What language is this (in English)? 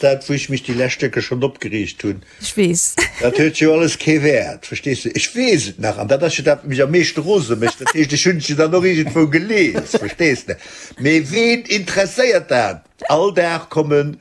Luxembourgish